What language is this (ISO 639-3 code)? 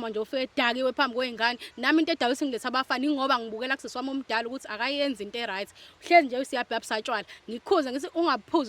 zul